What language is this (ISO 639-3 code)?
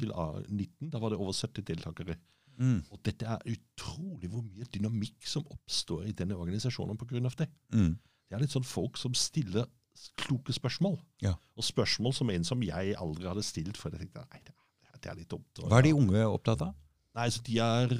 nor